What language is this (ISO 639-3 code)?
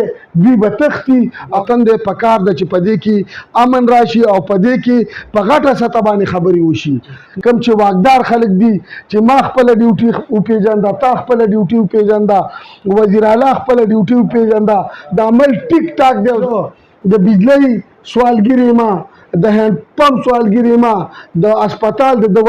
pus